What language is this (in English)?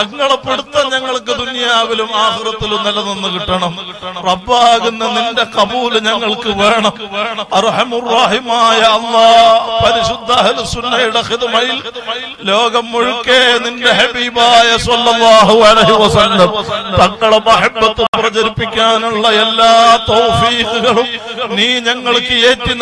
Malayalam